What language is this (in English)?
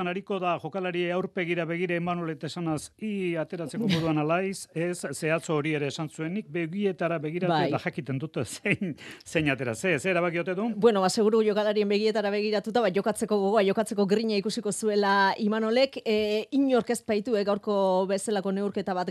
Basque